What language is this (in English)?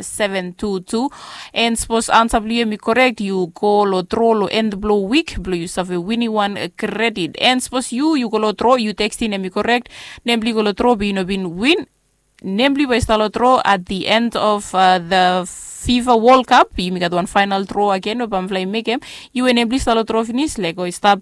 Bislama